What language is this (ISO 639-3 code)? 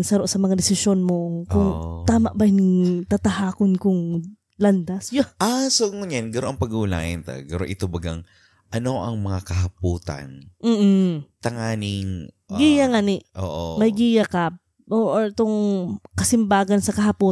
bik